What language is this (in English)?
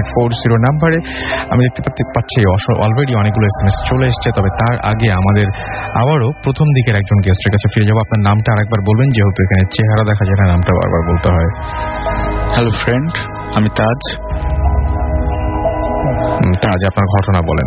Bangla